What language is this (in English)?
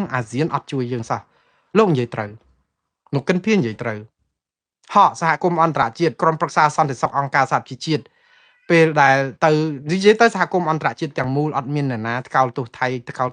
Khmer